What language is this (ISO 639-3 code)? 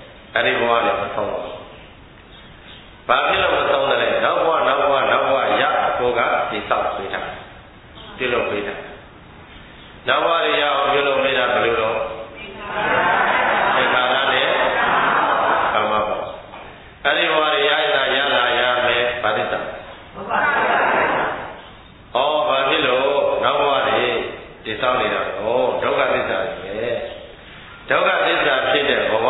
mya